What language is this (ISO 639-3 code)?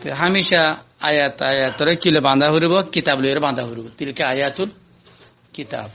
rhg